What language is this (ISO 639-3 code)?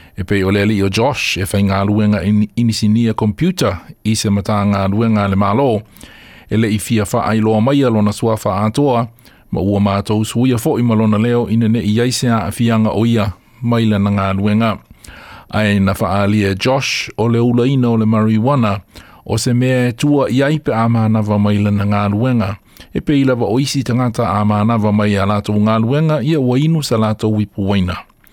smo